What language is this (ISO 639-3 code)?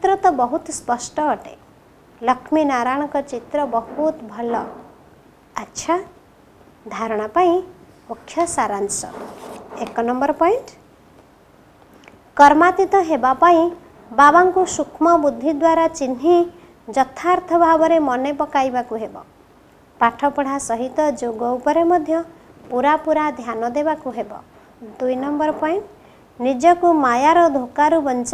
ori